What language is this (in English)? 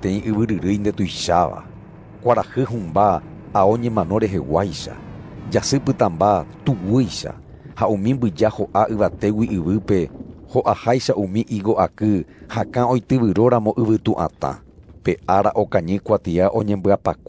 Guarani